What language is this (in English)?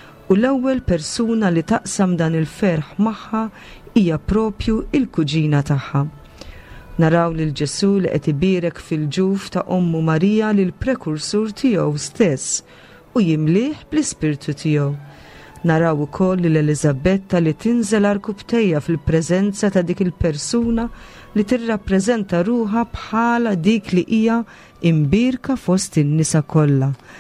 Maltese